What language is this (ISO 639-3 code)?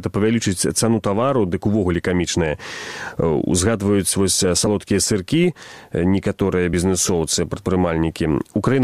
bel